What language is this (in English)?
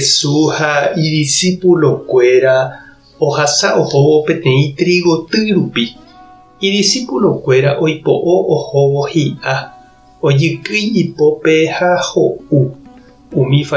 Guarani